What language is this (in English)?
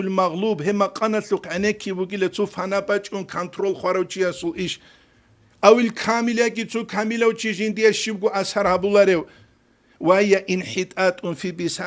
Avaric